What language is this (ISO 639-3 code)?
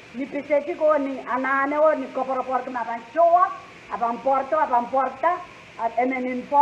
pon